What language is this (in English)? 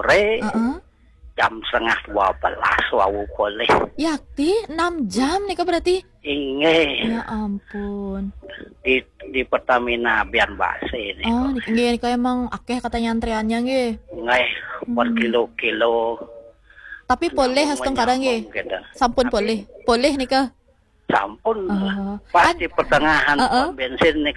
Balinese